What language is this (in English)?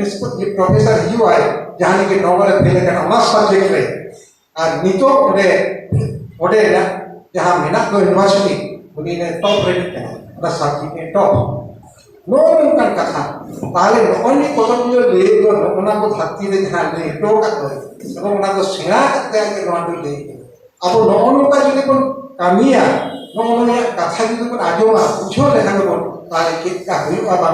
Santali